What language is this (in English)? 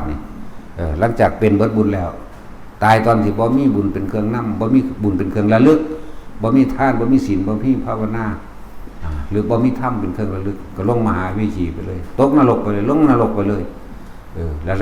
Lao